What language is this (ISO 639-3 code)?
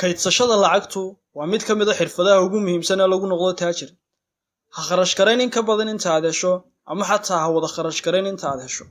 som